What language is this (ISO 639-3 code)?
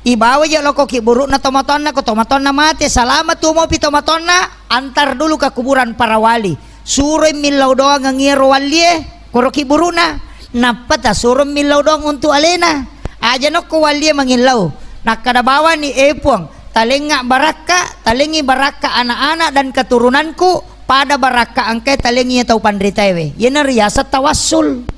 bug